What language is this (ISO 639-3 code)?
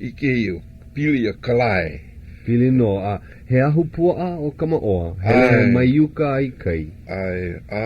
haw